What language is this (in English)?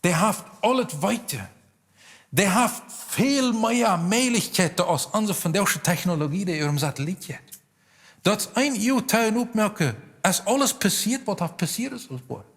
Plautdietsch